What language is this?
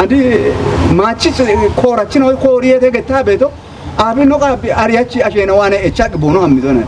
Kafa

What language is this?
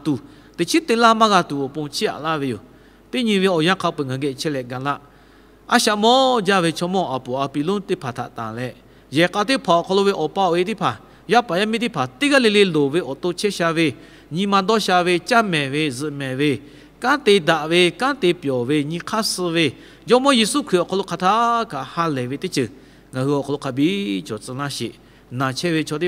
Lahu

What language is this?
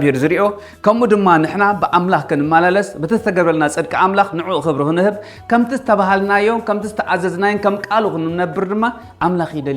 Tigrinya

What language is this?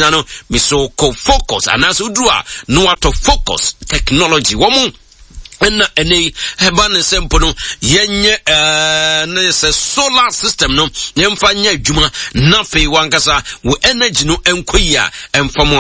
Akan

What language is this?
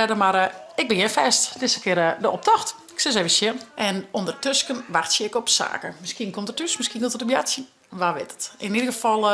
Western Frisian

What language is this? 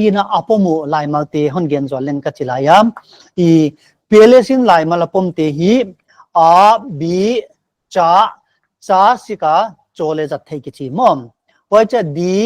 Paite Chin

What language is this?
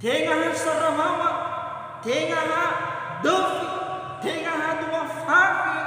Nias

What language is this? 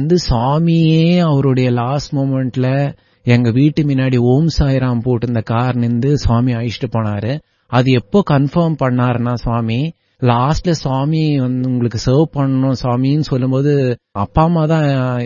Tamil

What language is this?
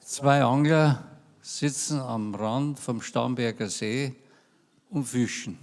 Bavarian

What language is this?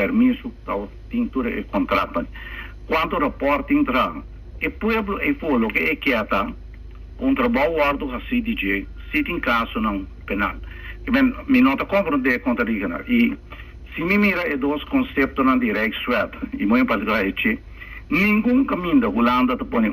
Papiamento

